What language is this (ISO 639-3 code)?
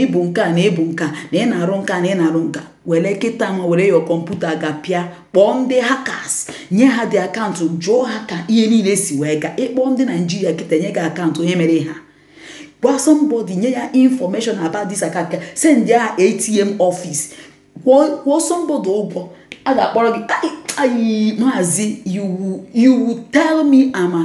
ibo